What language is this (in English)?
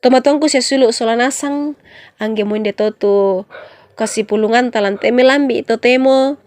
Toraja-Sa'dan